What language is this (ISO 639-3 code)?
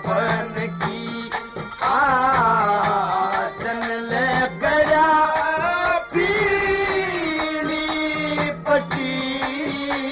bgc